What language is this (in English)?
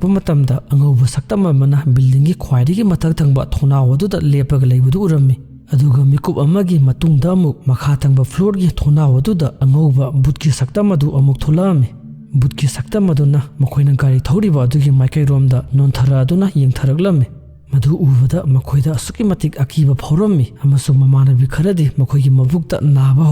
Manipuri